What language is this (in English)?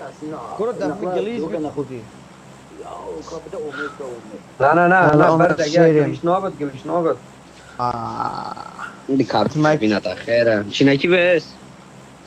Kurdish